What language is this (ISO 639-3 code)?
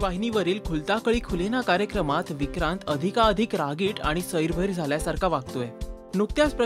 mar